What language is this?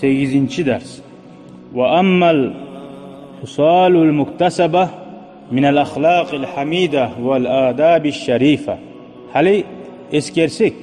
Kumyk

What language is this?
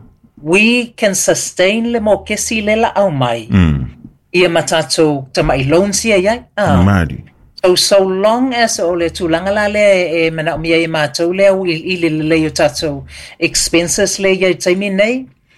Samoan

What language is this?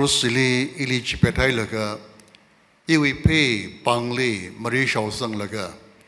Tangkhul Naga (India)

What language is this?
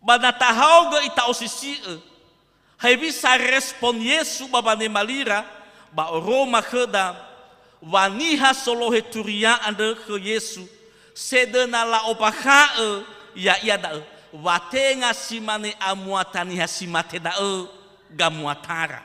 Nias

